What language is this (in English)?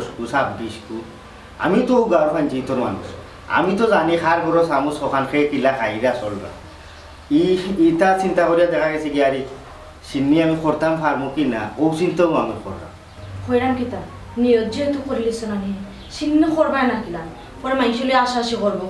Sylheti